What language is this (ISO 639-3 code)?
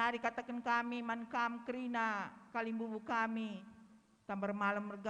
btx